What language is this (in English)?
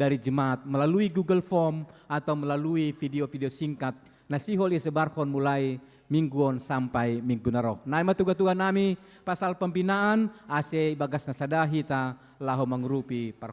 Batak Simalungun